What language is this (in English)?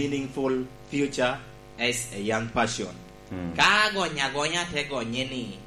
Lango (Uganda)